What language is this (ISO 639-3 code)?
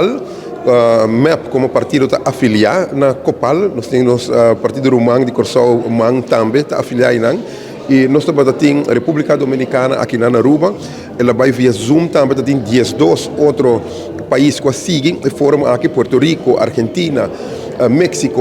pap